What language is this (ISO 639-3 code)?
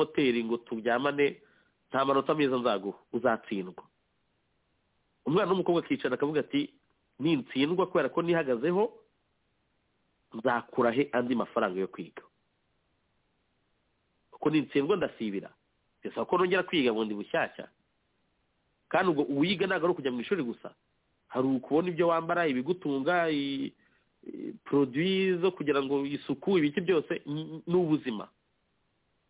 kin